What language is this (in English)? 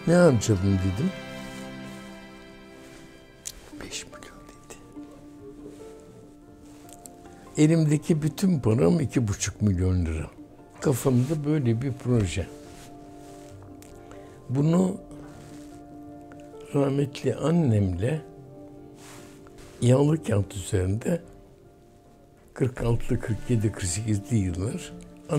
Turkish